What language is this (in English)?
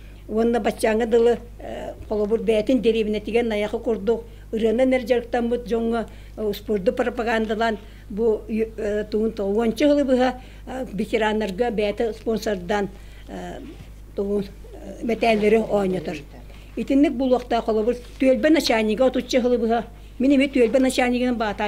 Yakut